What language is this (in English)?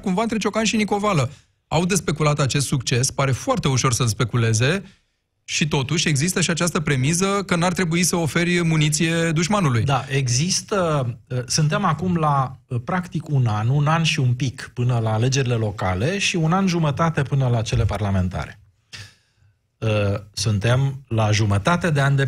Romanian